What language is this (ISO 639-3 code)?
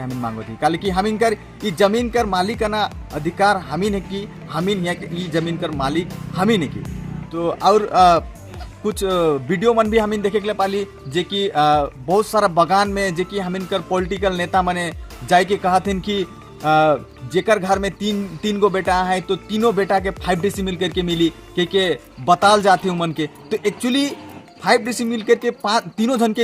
sck